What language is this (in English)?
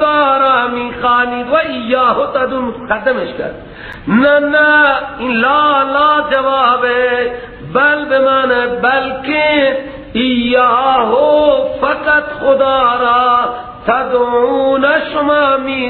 Persian